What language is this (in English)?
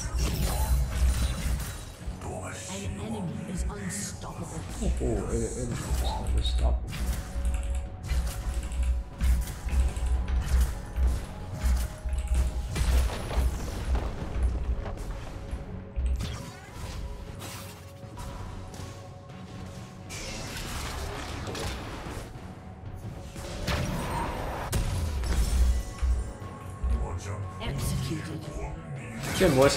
Chinese